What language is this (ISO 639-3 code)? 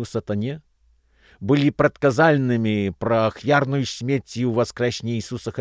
bel